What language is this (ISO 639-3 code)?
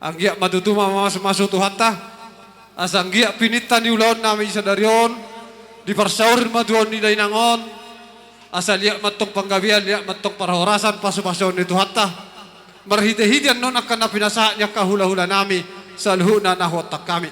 bbc